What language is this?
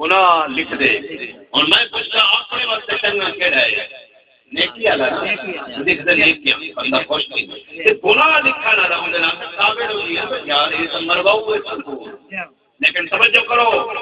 Saraiki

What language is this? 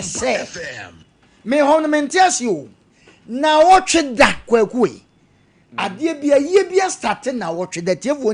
Akan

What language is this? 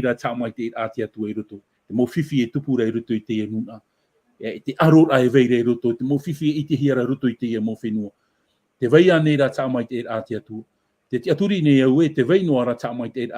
Tahitian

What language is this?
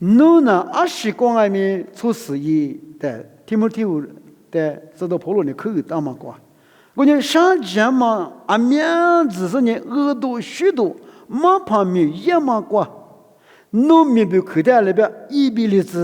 Lisu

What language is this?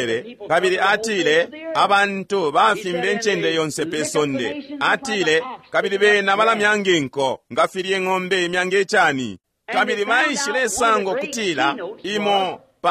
Bemba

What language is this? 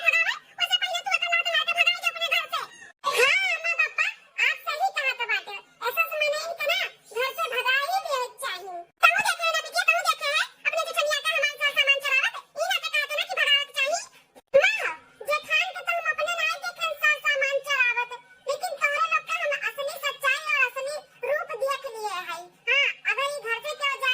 Awadhi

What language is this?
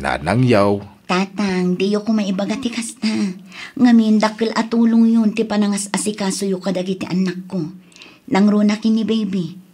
Iloko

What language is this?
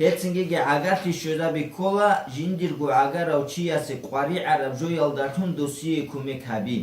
Avaric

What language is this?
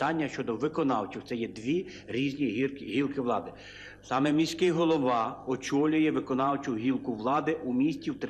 Ukrainian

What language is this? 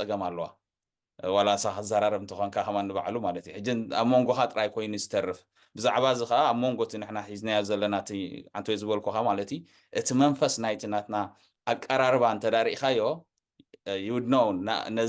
Tigrinya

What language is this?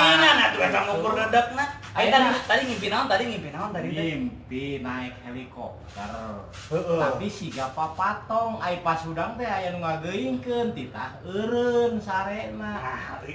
Sundanese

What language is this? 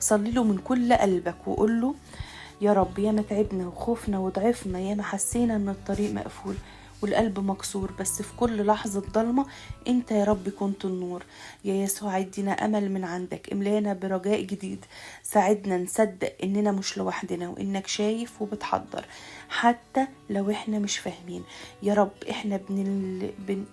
Egyptian Arabic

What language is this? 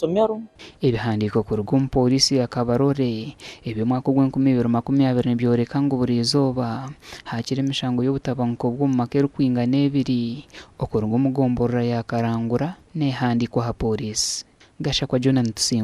Nyankole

